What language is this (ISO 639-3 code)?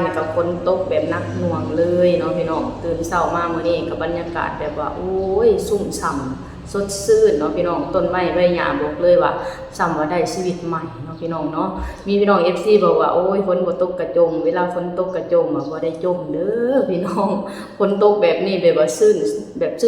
lao